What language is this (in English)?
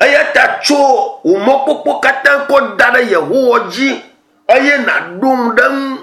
Ewe